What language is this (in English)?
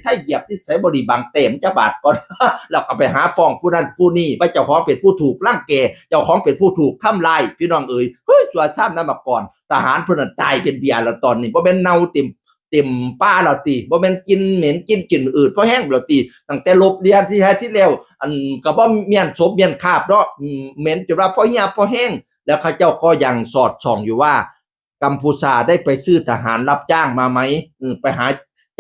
Northeastern Thai